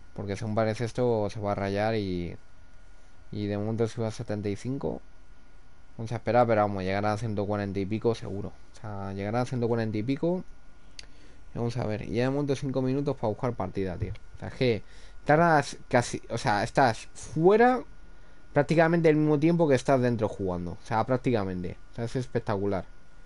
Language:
Spanish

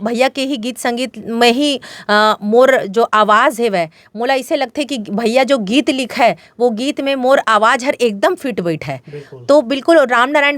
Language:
Chhattisgarhi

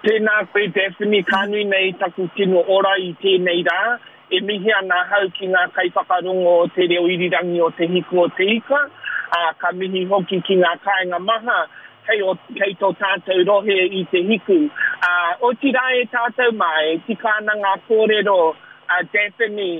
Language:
Māori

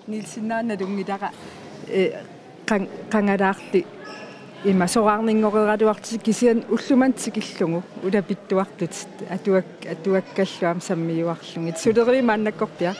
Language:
Kalaallisut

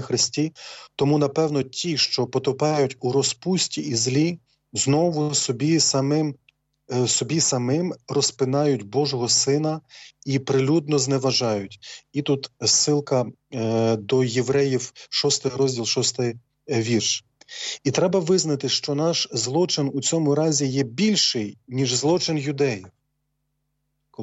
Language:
Ukrainian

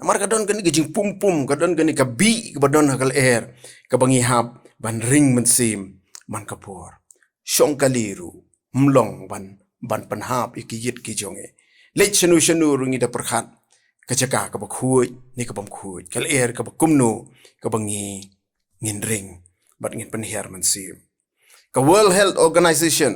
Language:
Khasi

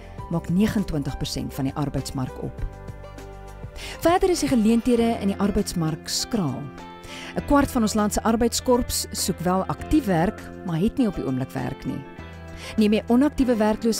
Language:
Afrikaans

